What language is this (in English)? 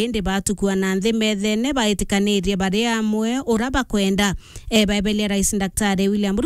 Meru